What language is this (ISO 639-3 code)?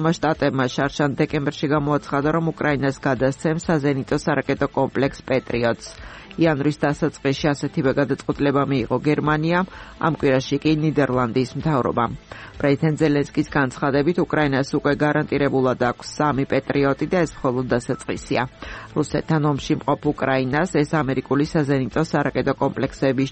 kat